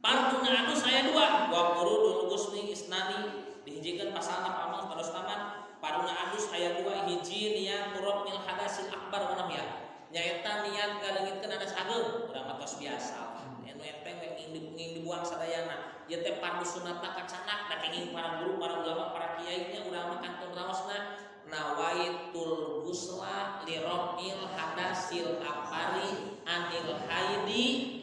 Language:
Sundanese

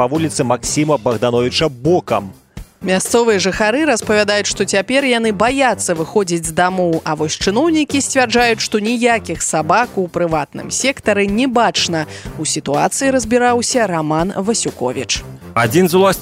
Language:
Belarusian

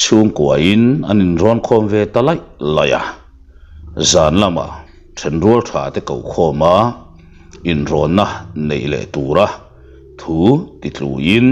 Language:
Mizo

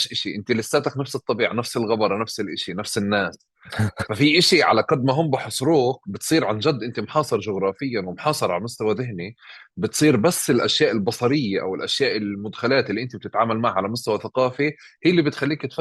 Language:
North Levantine Arabic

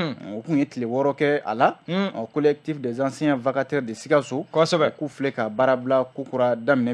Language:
Bambara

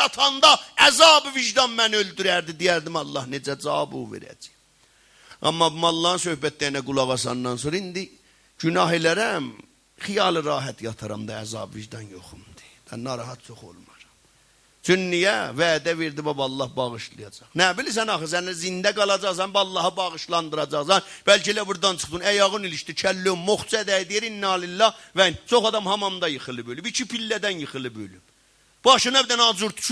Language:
South Azerbaijani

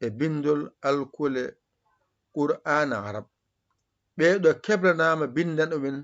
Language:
Fula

